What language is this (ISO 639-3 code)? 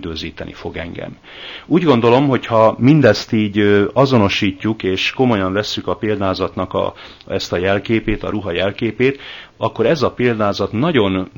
hun